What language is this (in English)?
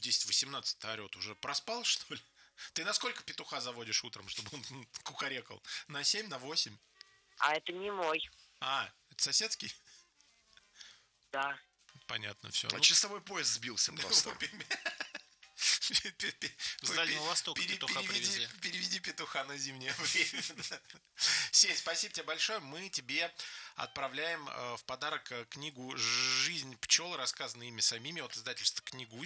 Russian